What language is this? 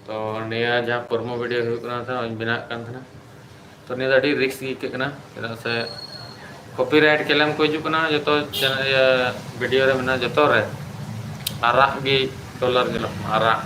Santali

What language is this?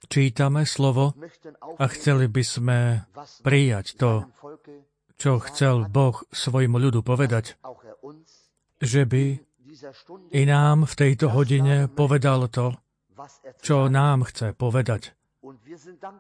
Slovak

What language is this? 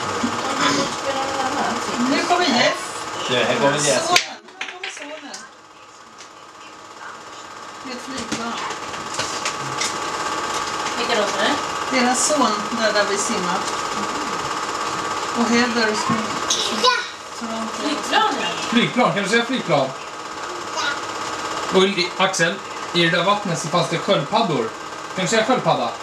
Swedish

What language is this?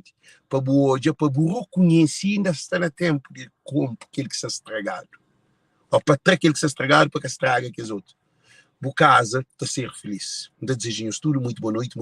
Kabuverdianu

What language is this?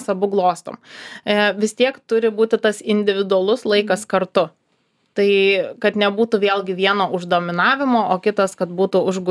Lithuanian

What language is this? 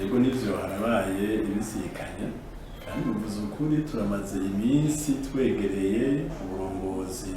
Rundi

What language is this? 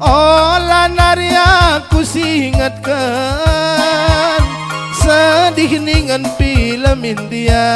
Batak Karo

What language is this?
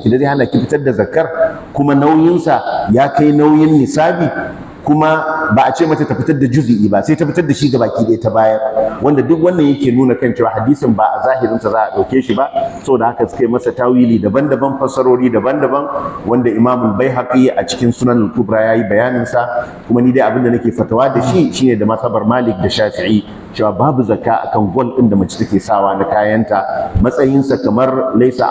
Hausa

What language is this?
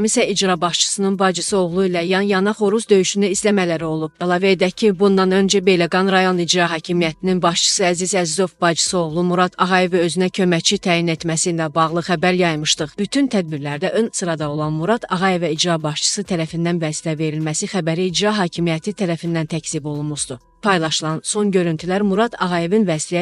Azerbaijani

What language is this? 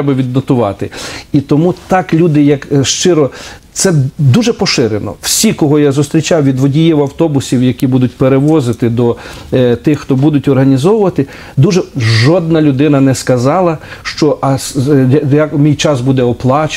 Ukrainian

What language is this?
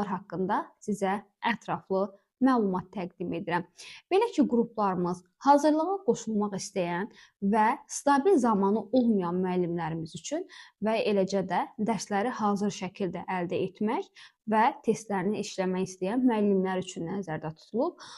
Azerbaijani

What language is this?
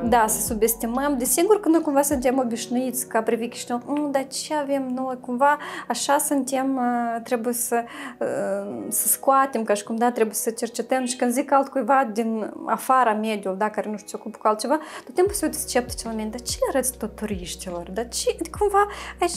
Romanian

